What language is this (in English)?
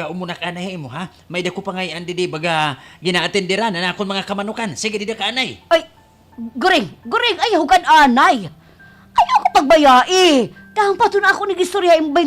Waray